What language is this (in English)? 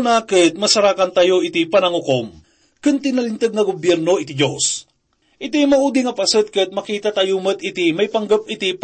Iloko